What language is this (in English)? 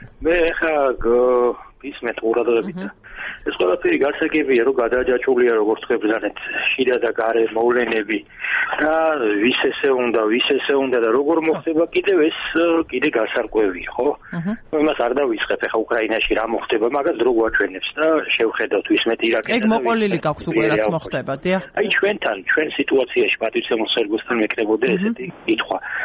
Georgian